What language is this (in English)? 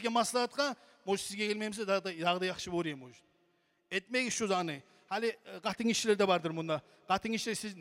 Kumyk